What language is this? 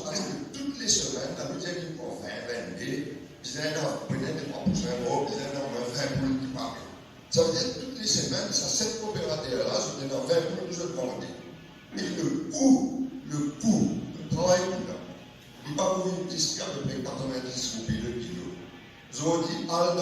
Morisyen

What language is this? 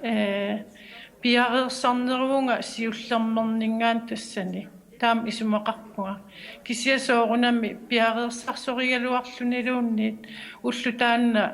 Kalaallisut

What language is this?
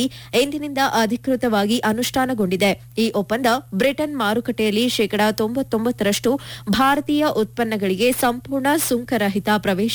Kannada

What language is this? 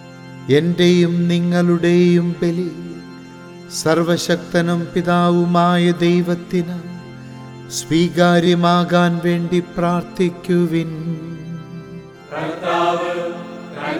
Malayalam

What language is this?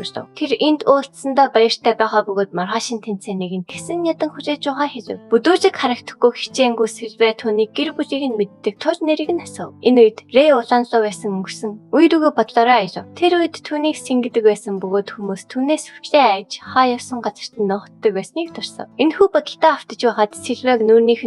Mongolian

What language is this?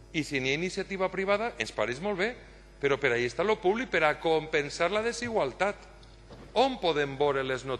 Catalan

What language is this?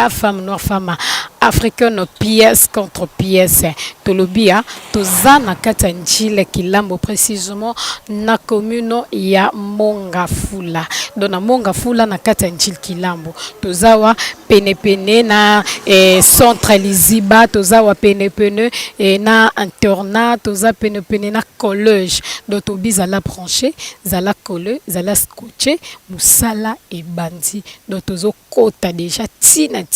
Lingala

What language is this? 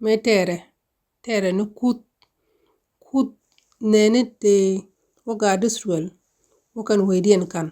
Nuer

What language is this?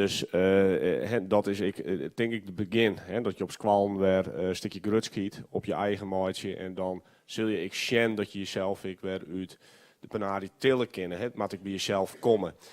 Western Frisian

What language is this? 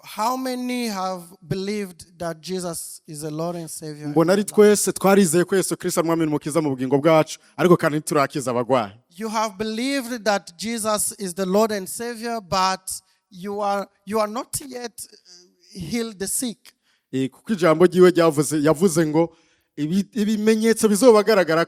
Rundi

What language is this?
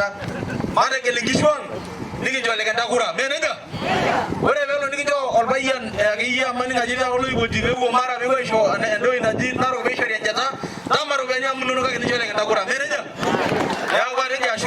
Masai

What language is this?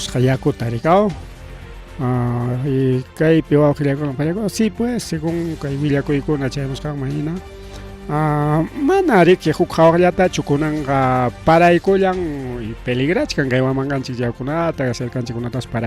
Ayacucho Quechua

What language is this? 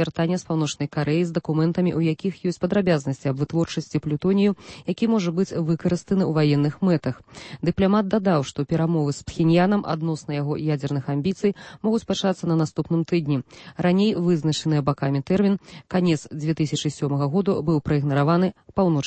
Belarusian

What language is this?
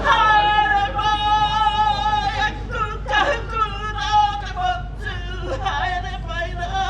Māori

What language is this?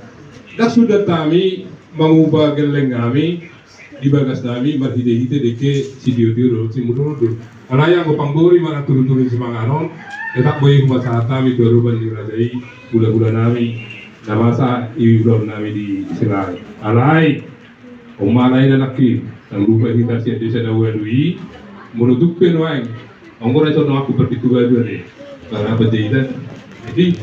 Batak Toba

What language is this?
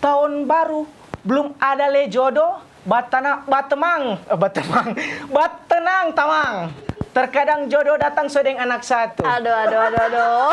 Manado Malay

